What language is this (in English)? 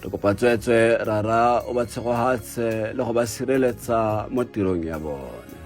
Tswana